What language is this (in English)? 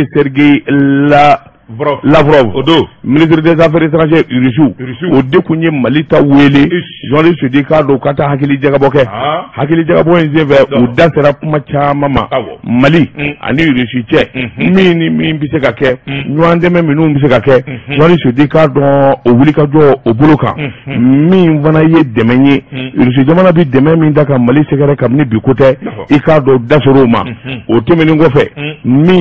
Bambara